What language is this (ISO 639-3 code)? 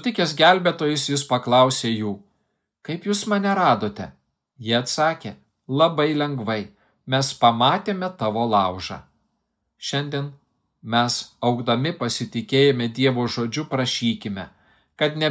lit